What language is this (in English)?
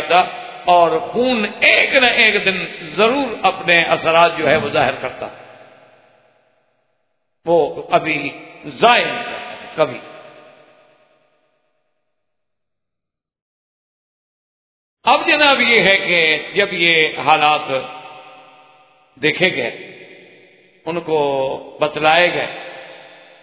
Urdu